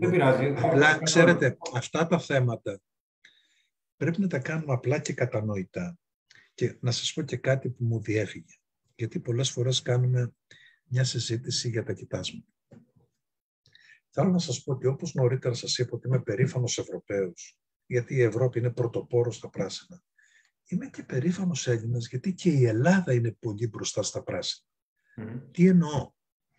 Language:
Greek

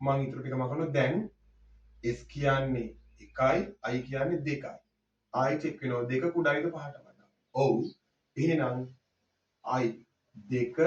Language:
Sinhala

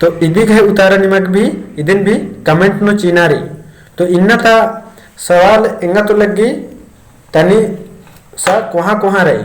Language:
Kurukh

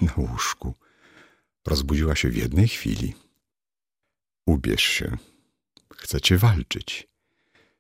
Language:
Polish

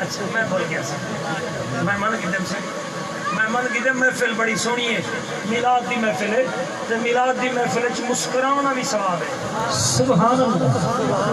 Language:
Saraiki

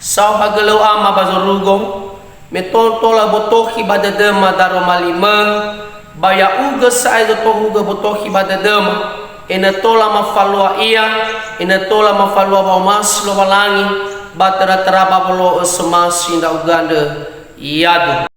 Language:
Nias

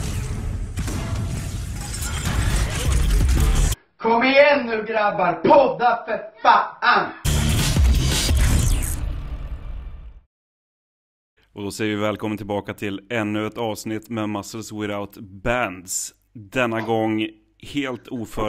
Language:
Swedish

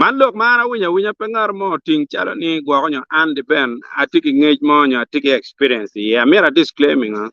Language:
Acoli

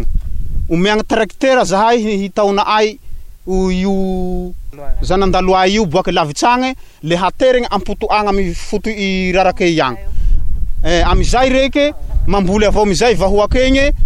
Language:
Malagasy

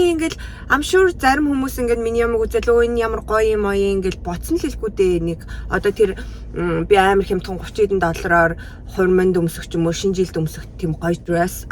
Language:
Mongolian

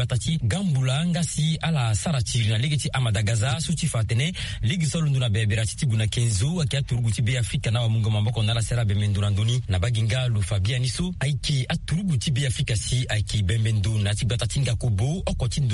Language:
Sango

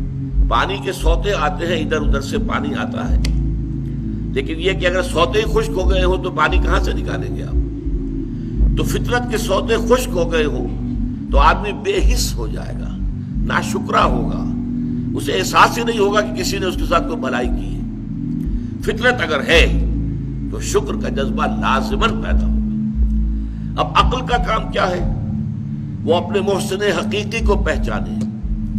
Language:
Urdu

